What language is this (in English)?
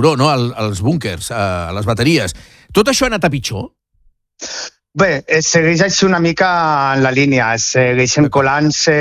Catalan